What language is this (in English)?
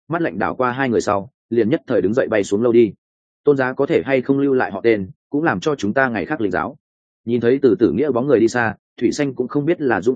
Vietnamese